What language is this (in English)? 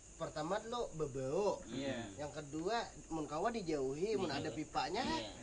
Banjar